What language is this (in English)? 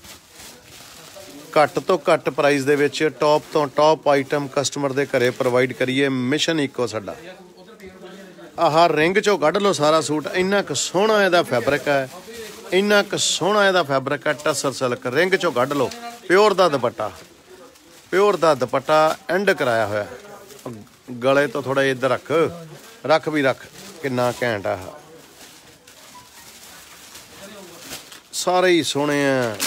Punjabi